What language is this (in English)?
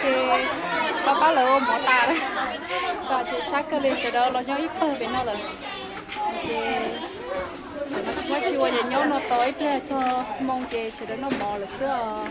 Hmong